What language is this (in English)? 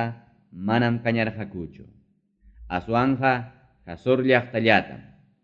Ayacucho Quechua